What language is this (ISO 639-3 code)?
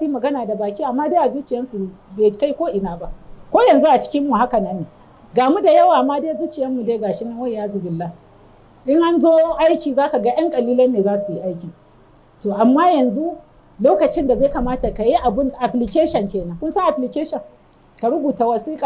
hau